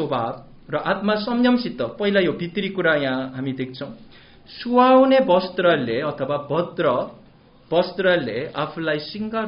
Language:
Nepali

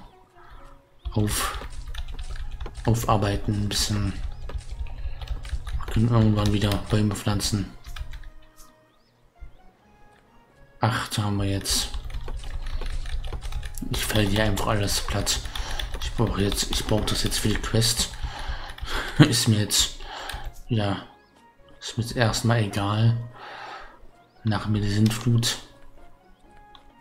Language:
German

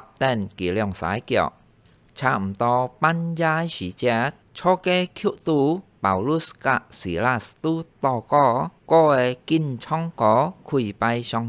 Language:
Hakka Chinese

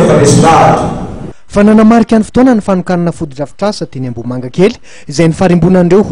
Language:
Malagasy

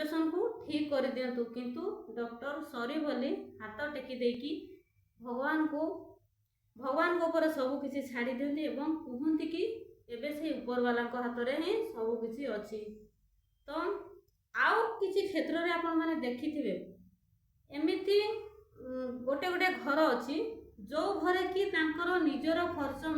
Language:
Odia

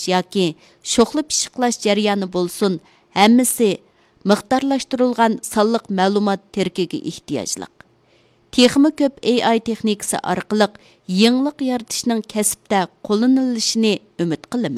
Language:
Uyghur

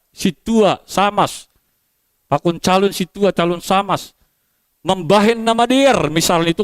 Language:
Batak Simalungun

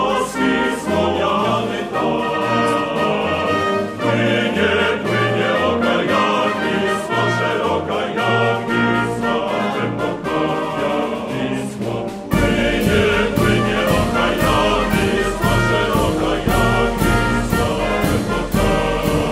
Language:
Polish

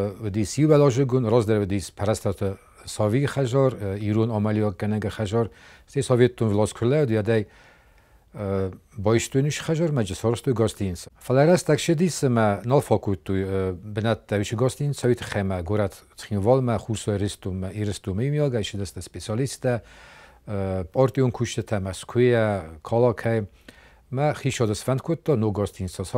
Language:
Ossetic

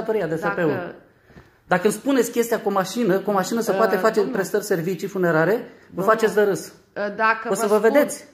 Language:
Romanian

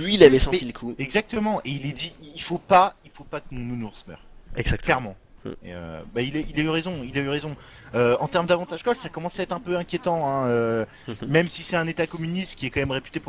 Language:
French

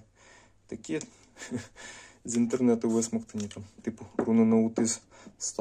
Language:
Ukrainian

